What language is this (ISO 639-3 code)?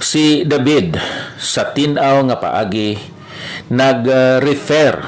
hil